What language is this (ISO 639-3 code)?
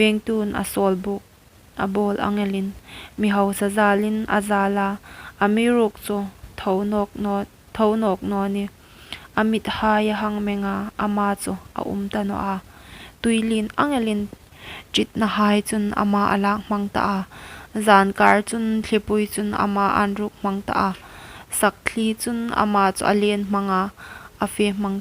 hmr